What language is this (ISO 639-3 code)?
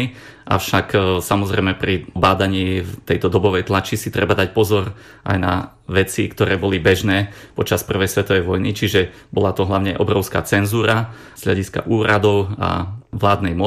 slk